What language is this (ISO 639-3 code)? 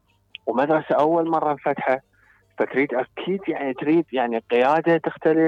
acm